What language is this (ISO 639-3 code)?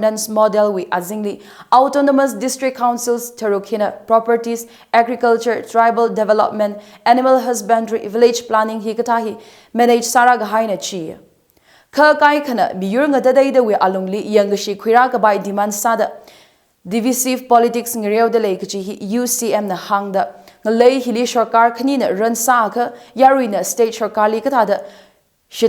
nmf